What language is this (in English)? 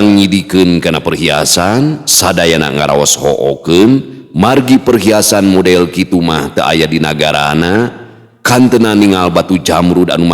Sundanese